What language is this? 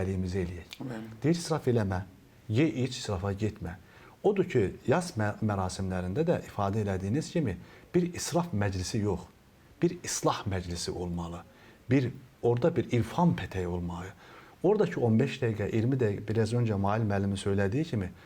Azerbaijani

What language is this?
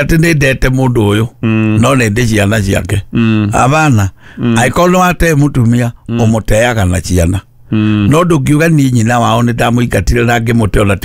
Kikuyu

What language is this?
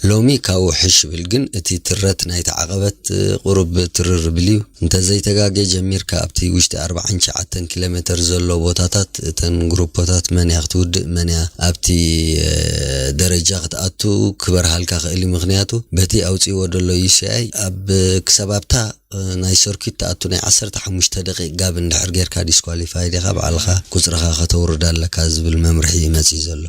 Tigrinya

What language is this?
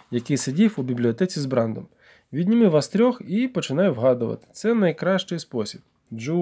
Ukrainian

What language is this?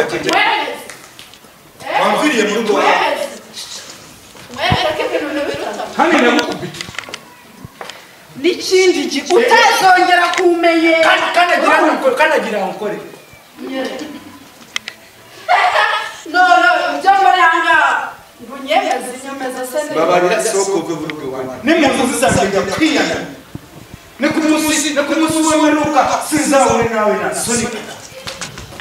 Kinyarwanda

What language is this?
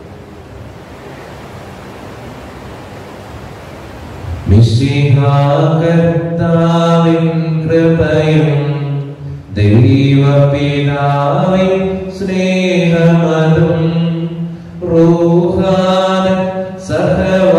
Malayalam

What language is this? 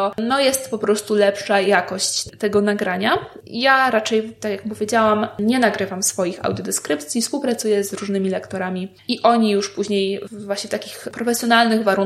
Polish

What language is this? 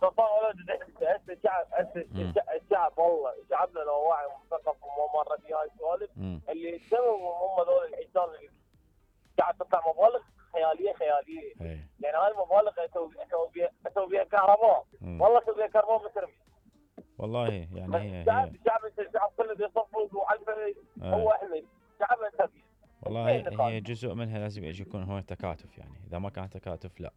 Mesopotamian Arabic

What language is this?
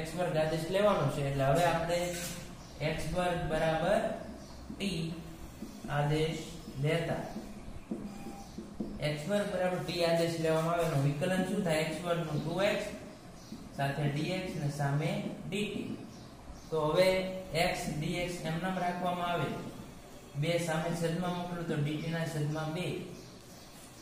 Gujarati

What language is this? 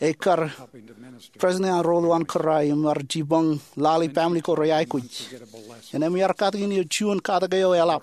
Marshallese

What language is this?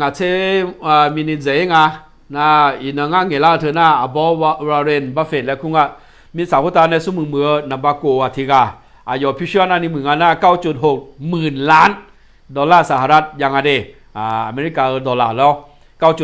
Akha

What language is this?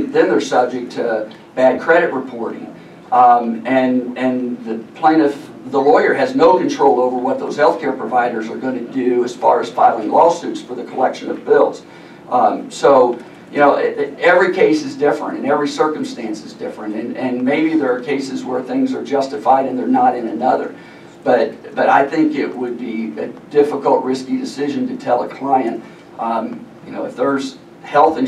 English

